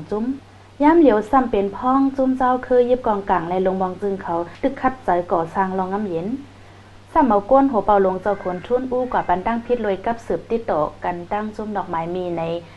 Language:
Shan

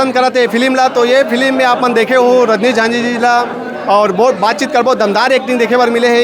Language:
Chhattisgarhi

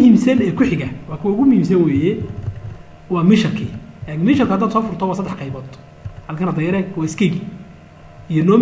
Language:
Somali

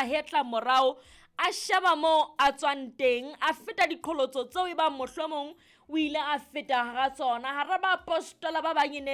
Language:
Southern Sotho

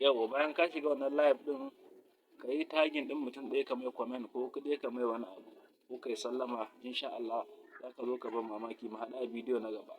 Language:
Hausa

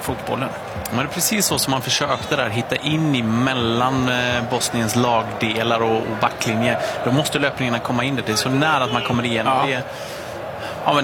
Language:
Swedish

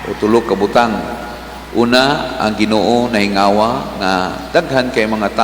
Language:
Cebuano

